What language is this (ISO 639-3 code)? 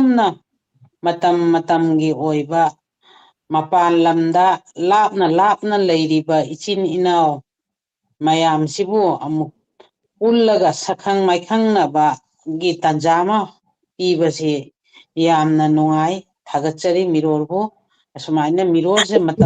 mni